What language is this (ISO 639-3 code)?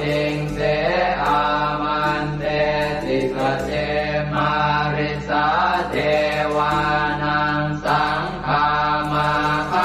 pli